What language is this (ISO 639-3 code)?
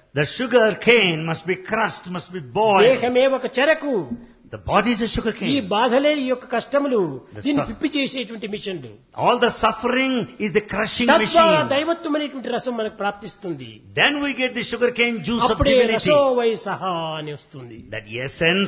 tel